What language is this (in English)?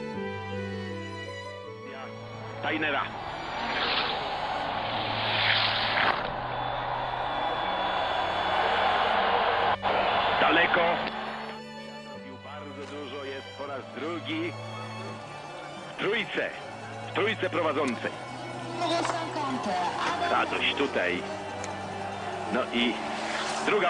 Polish